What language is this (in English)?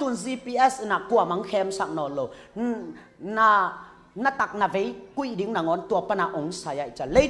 Tedim Chin